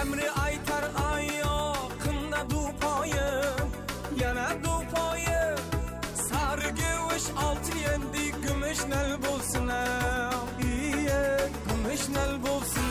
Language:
Kara-Kalpak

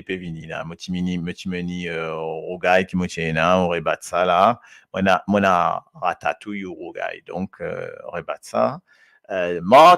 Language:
Morisyen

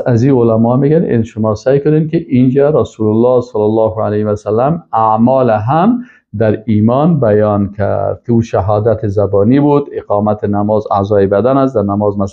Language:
Persian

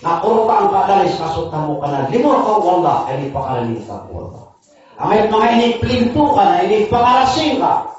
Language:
Maranao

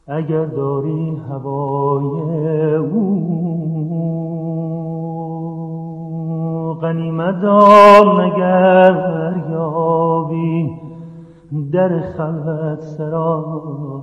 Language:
Persian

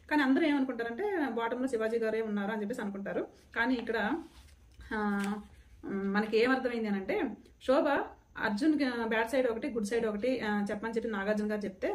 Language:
Telugu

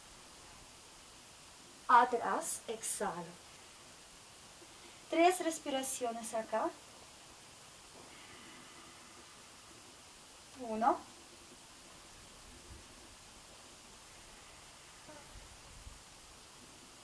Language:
Spanish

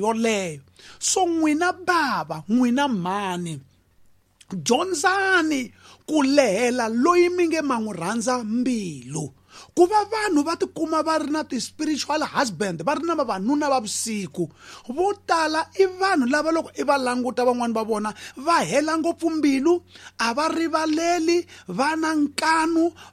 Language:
Tsonga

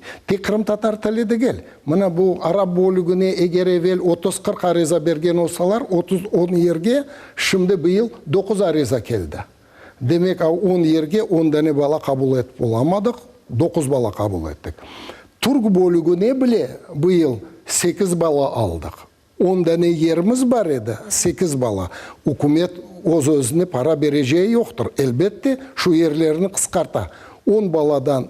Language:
Crimean Tatar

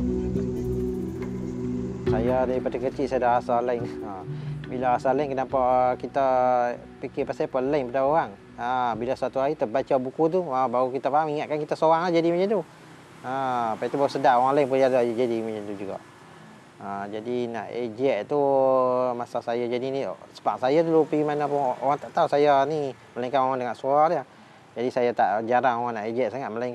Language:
Malay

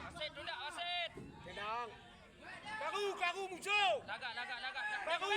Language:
Achinese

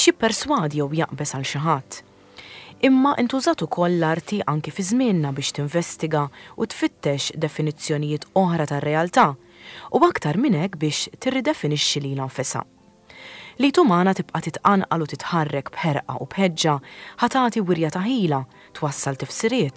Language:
Maltese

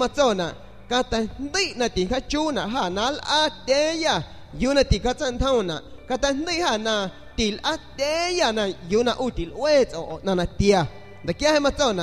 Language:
San Pedro Amuzgos Amuzgo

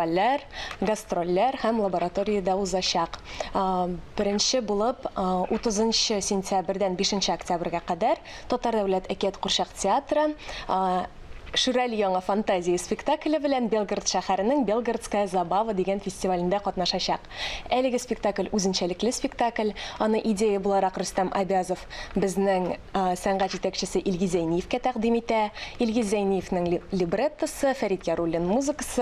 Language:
Tatar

